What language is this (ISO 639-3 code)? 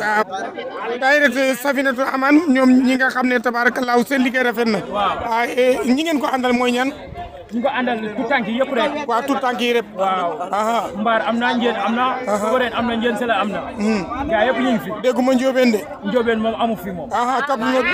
wol